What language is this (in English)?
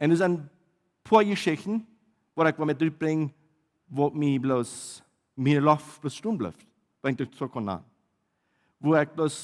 Plautdietsch